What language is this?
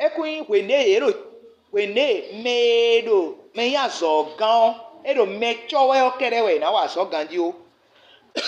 Fon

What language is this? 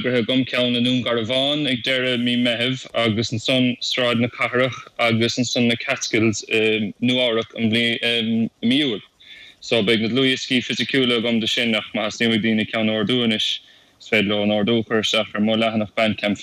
Irish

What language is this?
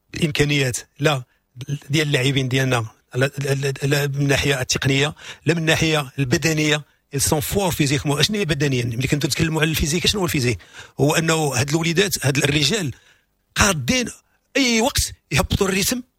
Moroccan Arabic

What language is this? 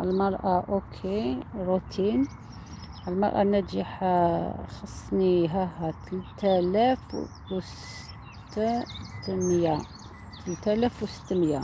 Algerian Arabic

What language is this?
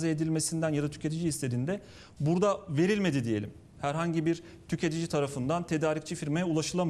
Turkish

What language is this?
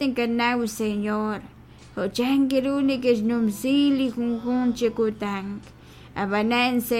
Kekchí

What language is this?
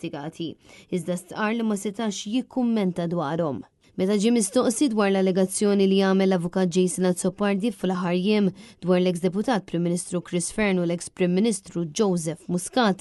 Maltese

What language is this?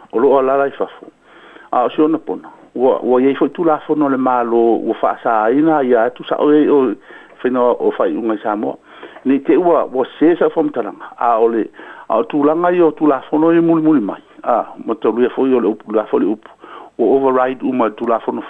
Samoan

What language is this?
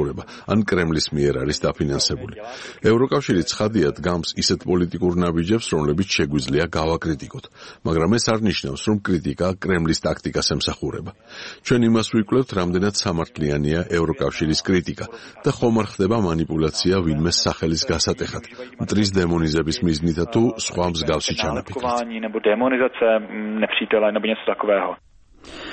Georgian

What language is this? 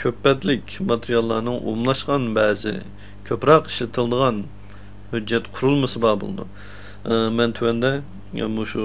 Uyghur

